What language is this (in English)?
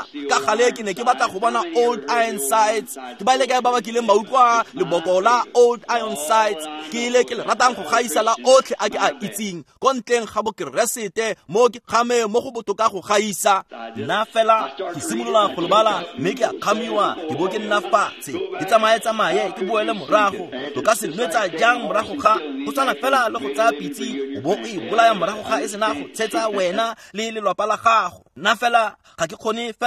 Tswana